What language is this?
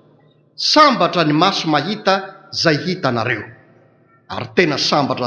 Malagasy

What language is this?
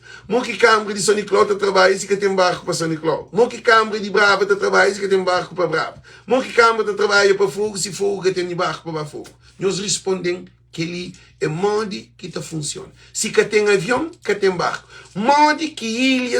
Kabuverdianu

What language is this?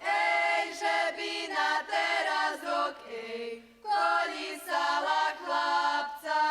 Rusyn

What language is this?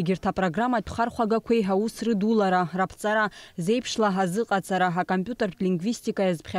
Abkhazian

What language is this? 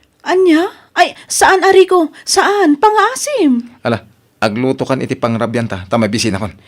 Iloko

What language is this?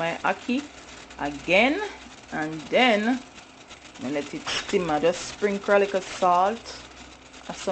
Jamaican Creole English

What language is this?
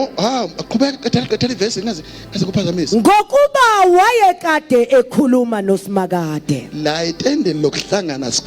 Zulu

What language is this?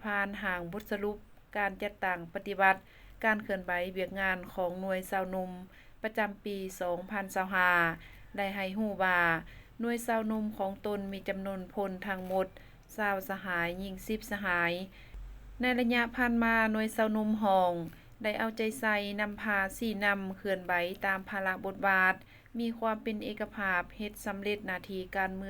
Lao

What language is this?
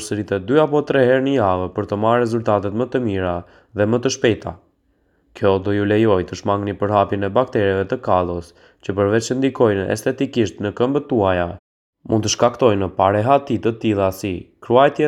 Albanian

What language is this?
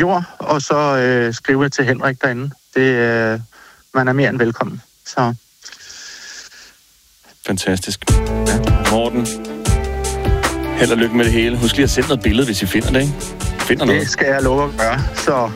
Danish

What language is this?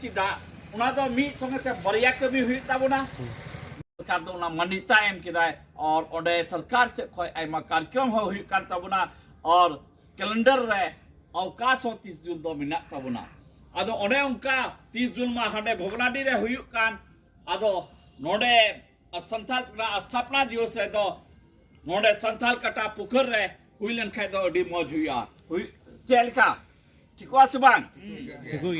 Santali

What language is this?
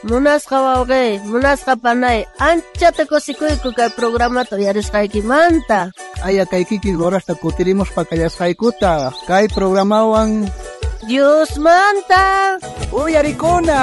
South Bolivian Quechua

